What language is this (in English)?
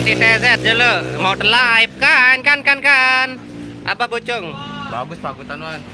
Sasak